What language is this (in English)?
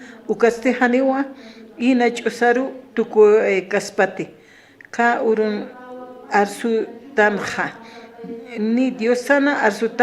Aymara